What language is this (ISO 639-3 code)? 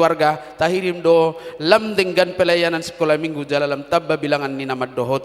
bbc